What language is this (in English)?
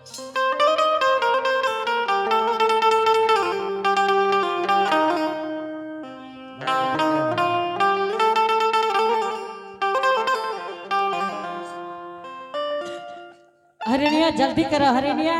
Angika